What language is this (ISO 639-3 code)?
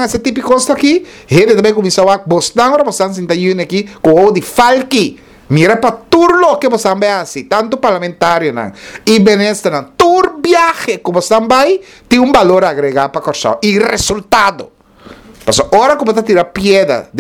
pap